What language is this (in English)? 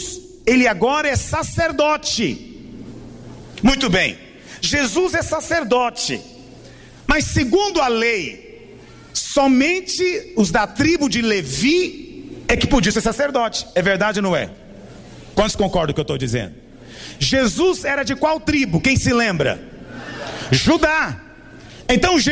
Portuguese